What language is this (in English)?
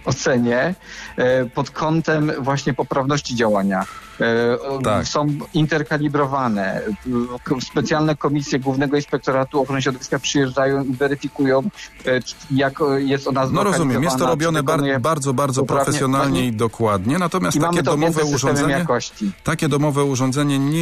Polish